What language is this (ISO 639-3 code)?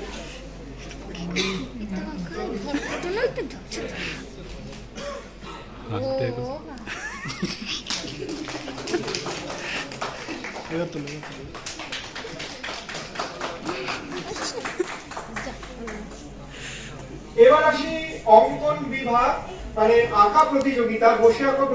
ben